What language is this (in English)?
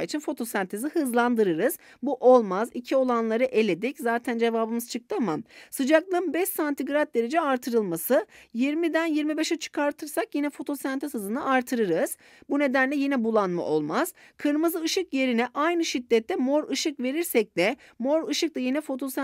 Turkish